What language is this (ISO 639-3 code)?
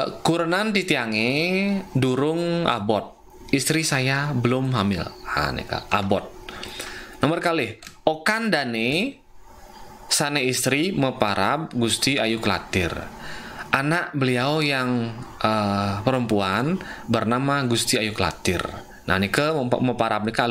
ban